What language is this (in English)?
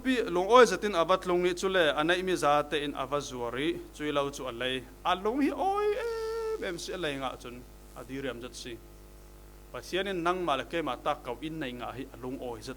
Falam Chin